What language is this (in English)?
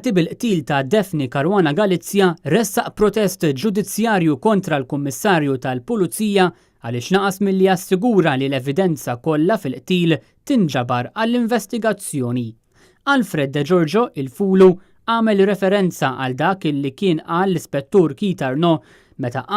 Maltese